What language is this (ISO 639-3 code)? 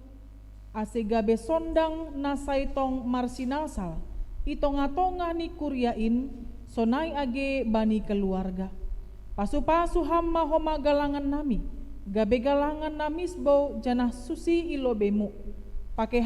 bts